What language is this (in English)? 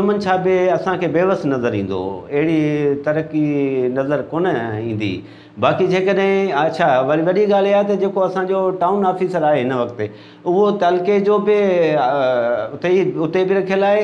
Sindhi